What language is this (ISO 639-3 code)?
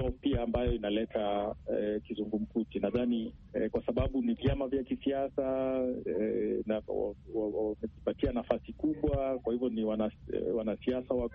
swa